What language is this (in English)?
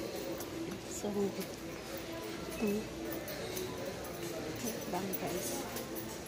Filipino